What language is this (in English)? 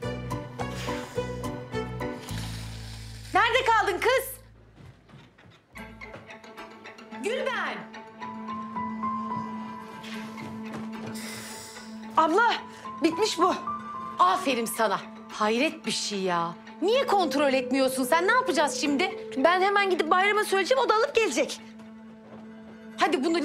Turkish